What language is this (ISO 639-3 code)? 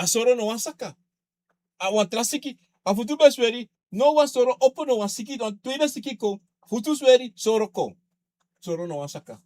srn